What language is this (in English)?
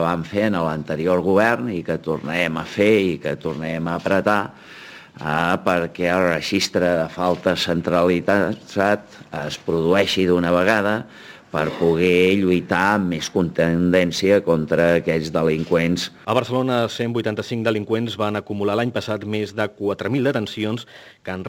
Catalan